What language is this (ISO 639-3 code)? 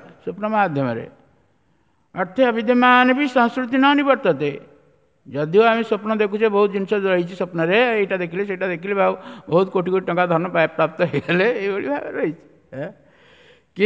ori